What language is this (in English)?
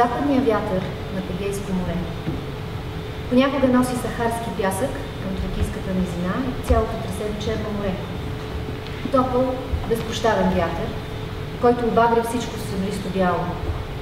Bulgarian